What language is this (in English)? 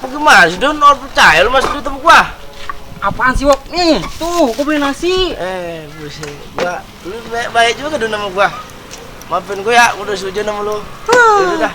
Betawi